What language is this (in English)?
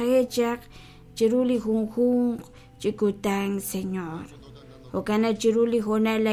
Kekchí